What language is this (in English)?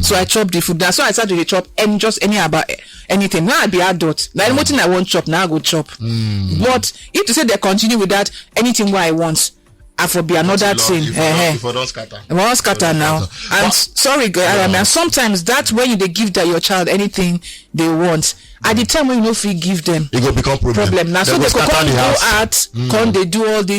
Nigerian Pidgin